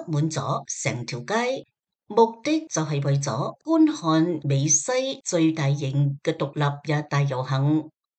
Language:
Cantonese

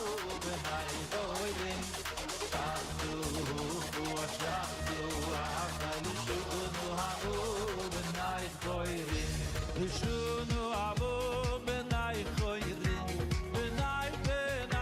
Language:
Yiddish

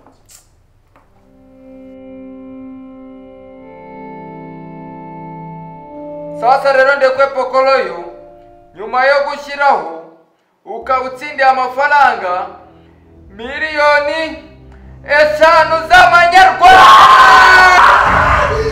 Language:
Kinyarwanda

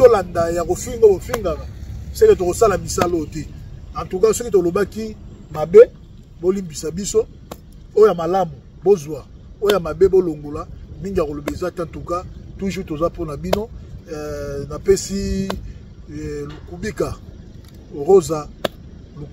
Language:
Lingala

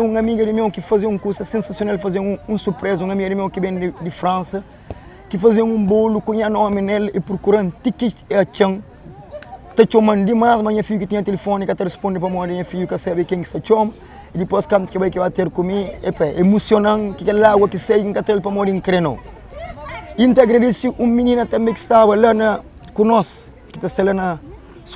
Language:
Kabuverdianu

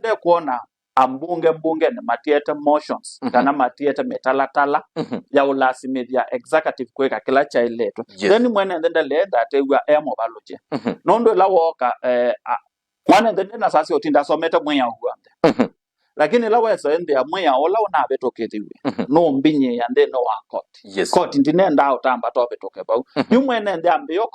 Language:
Kamba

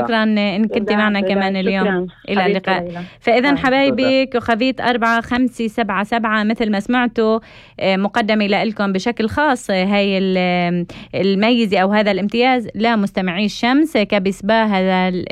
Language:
North Levantine Arabic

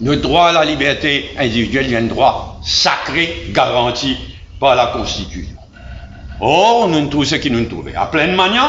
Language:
Morisyen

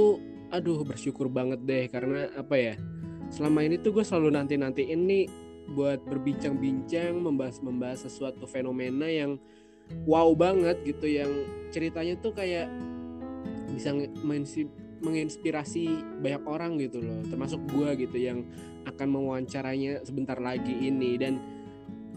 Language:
Indonesian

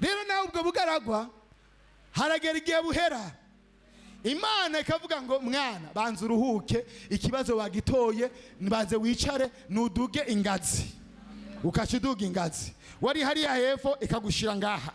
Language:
Rundi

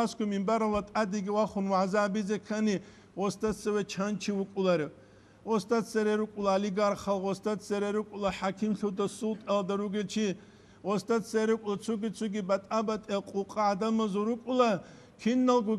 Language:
Avaric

